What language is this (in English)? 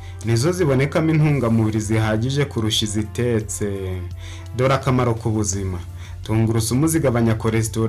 Kinyarwanda